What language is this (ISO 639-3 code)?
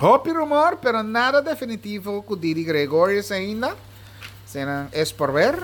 pap